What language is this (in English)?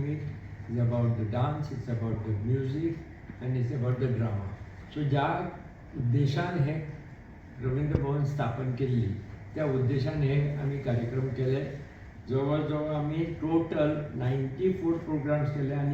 Konkani